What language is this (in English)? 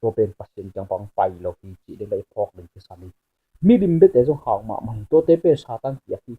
Tedim Chin